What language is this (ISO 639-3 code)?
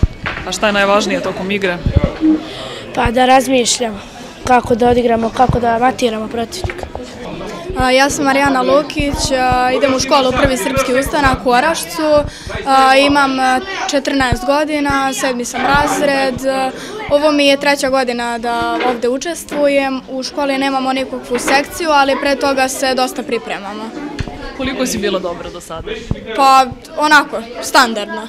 srp